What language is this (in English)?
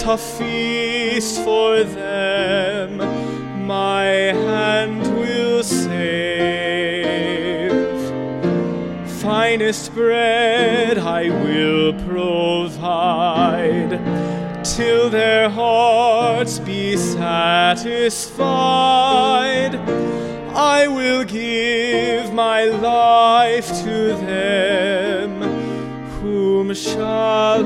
English